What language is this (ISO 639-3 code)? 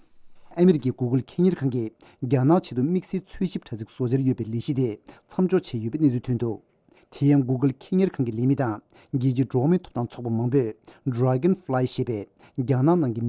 bod